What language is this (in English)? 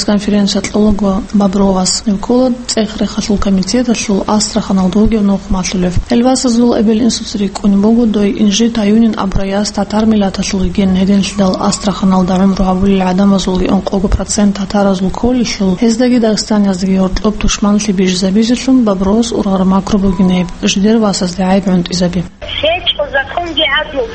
Avaric